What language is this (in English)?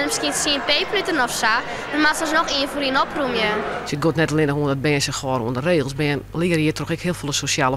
Western Frisian